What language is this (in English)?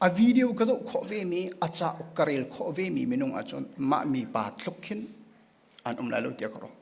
Hakha Chin